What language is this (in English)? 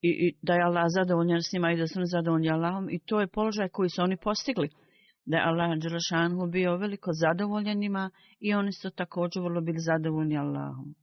Bosnian